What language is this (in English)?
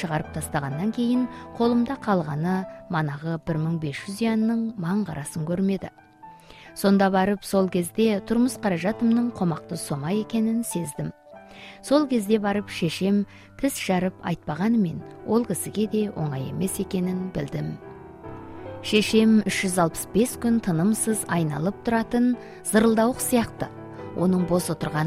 Kazakh